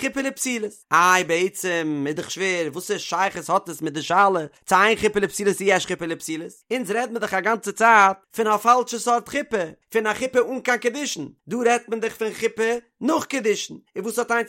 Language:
Yiddish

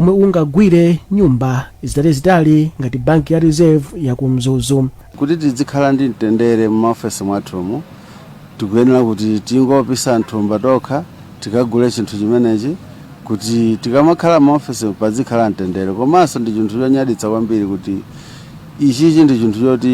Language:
Nyanja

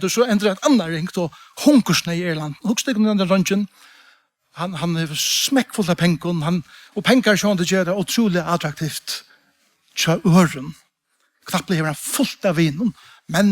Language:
Faroese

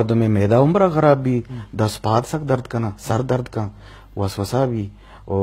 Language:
Eastern Balochi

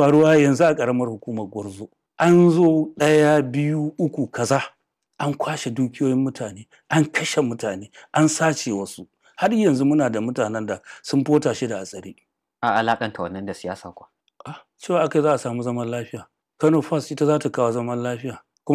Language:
Hausa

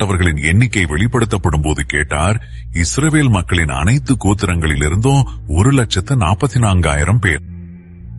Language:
Tamil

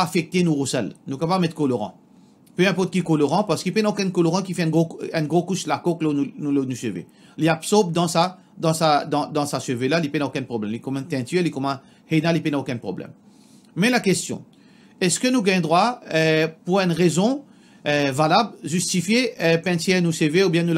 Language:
Morisyen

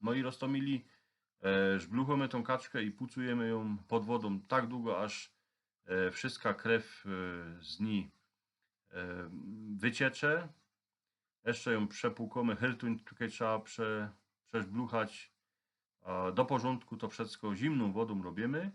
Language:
Silesian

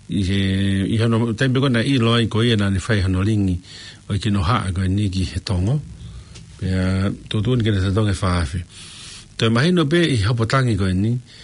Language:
Tongan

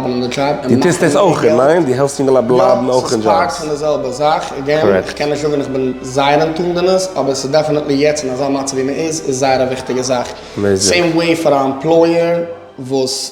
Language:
Yiddish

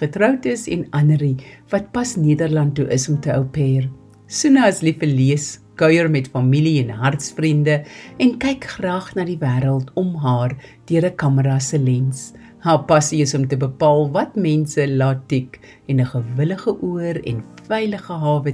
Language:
Afrikaans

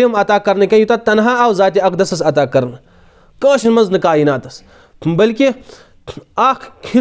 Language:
Kashmiri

